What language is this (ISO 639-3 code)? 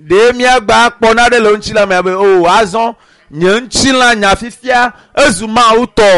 ewe